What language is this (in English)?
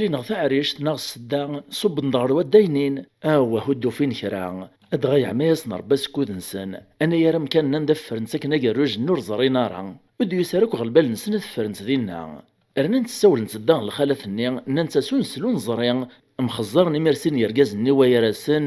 Kabyle